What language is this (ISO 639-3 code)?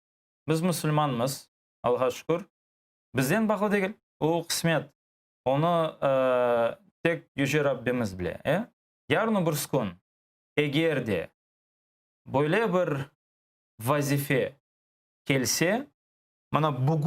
crh